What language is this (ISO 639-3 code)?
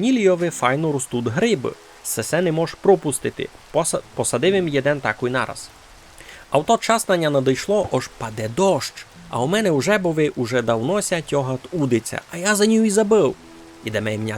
rue